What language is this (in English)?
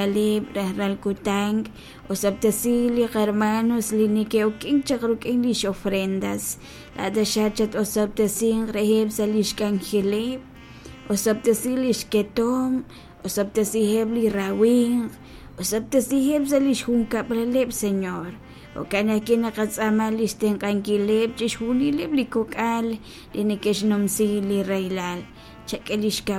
Kekchí